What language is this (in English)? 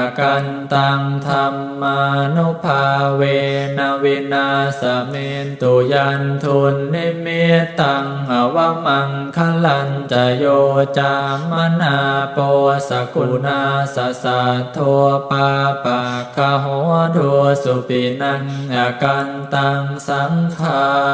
Pali